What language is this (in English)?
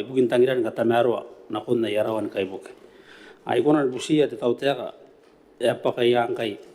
Gilbertese